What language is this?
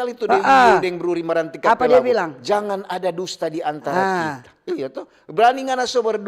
Manado Malay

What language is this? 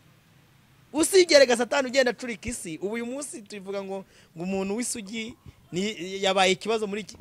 Kinyarwanda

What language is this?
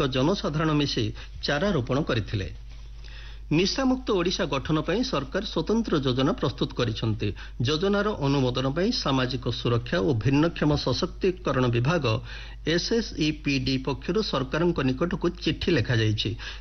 Odia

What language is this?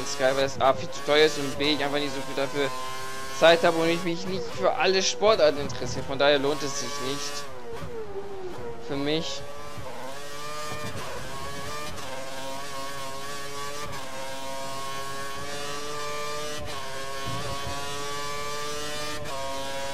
German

